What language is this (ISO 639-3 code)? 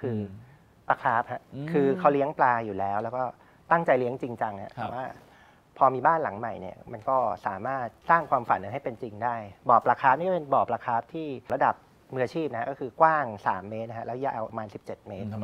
tha